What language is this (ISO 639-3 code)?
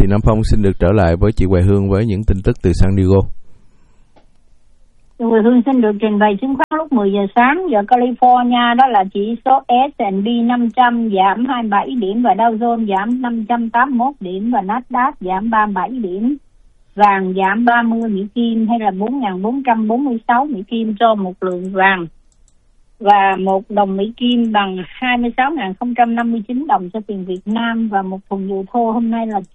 vie